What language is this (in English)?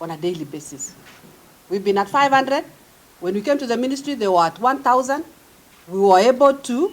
Kamba